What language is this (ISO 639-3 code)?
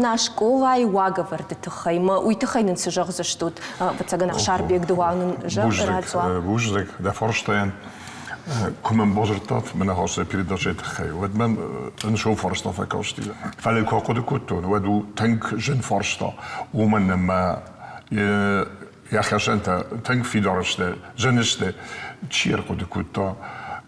oss